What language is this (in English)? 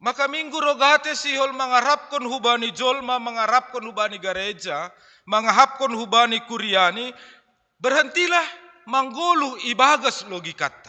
Batak Simalungun